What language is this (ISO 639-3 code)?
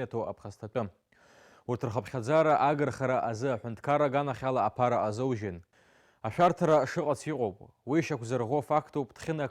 abk